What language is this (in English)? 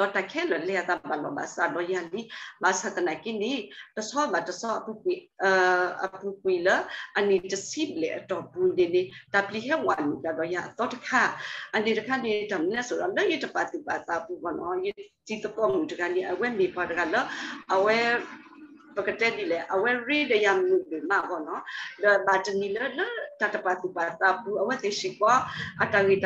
S'gaw Karen